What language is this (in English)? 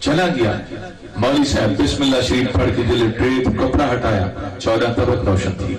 Saraiki